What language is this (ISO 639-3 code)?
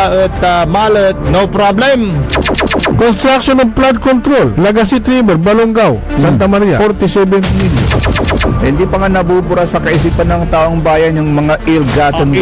pag